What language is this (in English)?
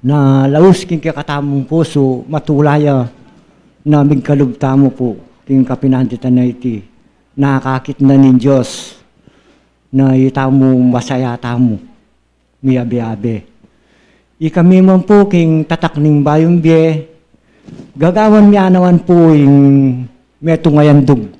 Pampanga